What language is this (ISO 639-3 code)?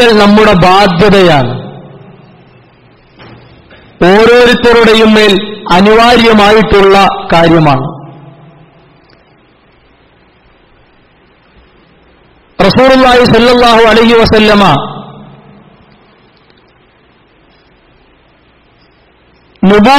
mal